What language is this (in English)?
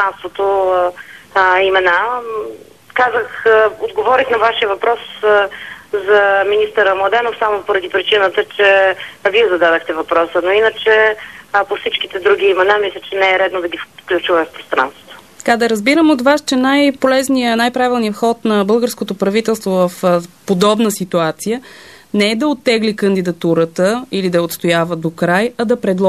Bulgarian